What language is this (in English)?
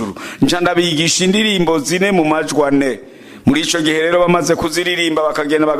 Rundi